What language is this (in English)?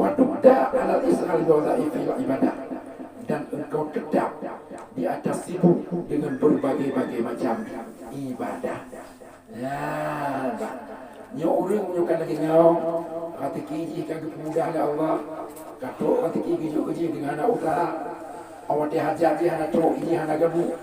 Achinese